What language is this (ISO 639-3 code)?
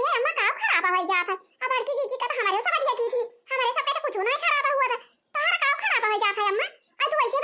awa